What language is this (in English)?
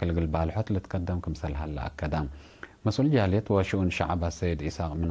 Tigre